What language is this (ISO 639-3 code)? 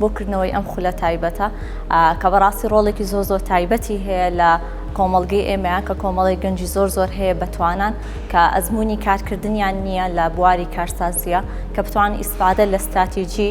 ckb